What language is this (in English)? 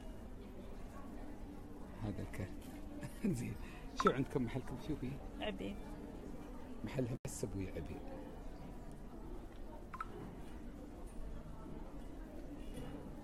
Gulf Arabic